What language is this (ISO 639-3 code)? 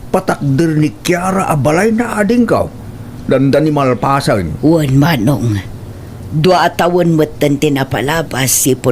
ilo